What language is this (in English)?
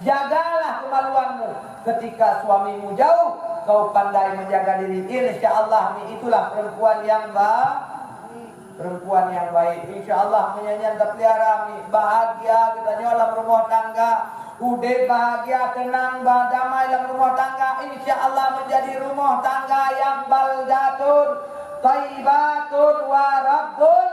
Achinese